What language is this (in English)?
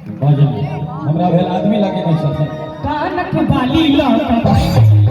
Maithili